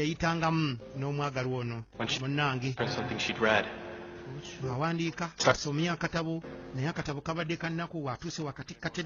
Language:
Ganda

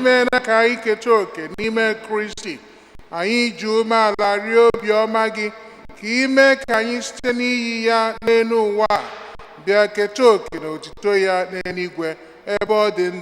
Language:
Igbo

